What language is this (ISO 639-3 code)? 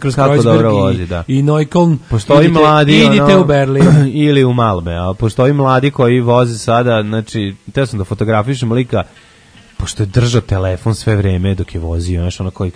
srp